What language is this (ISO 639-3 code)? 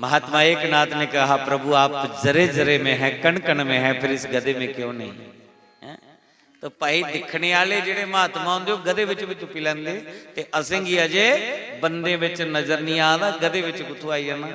doi